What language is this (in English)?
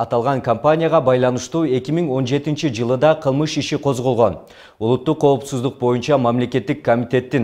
Kyrgyz